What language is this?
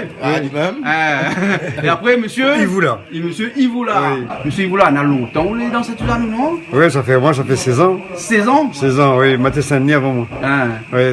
Réunion Creole French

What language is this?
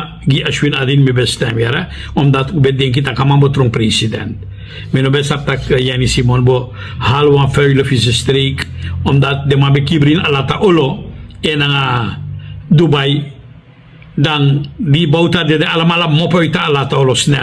Sranan Tongo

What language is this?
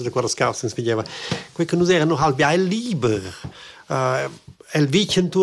Romansh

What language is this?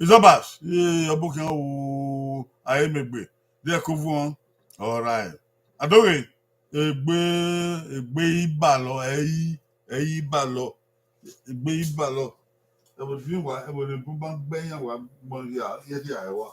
Bini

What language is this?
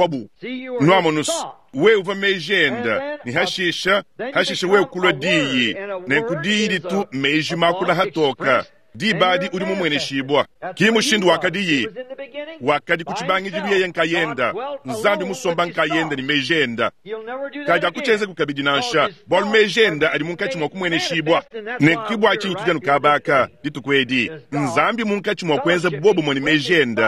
Luba-Lulua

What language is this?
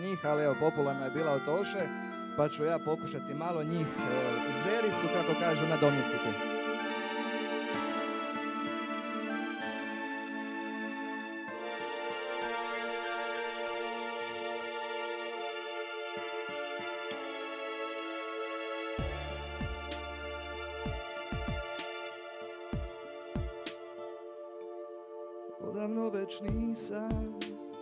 Croatian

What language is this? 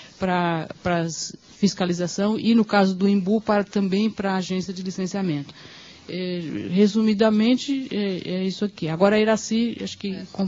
Portuguese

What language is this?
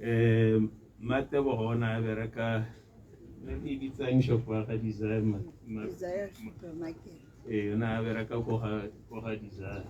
Tswana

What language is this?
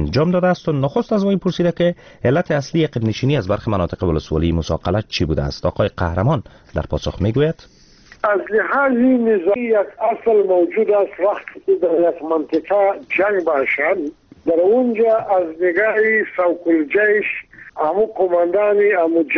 Persian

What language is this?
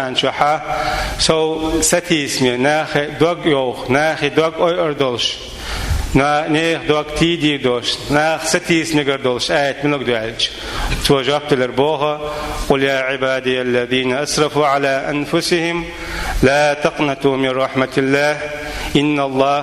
Chechen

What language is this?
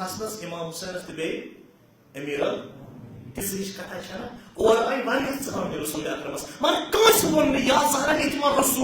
Kashmiri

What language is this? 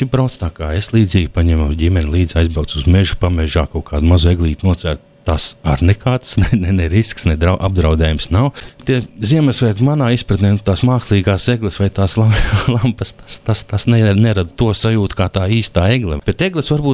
Latvian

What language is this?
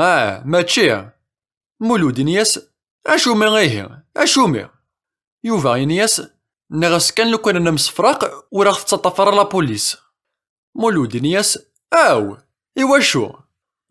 Kabyle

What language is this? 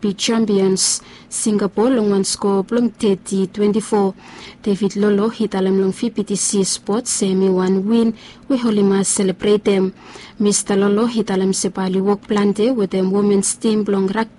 Bislama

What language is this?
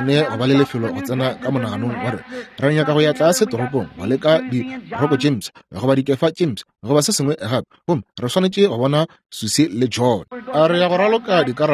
Northern Sotho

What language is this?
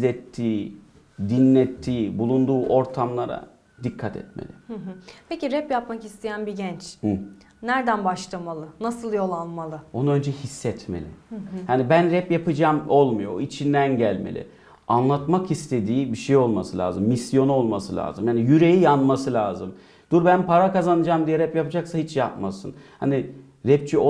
Turkish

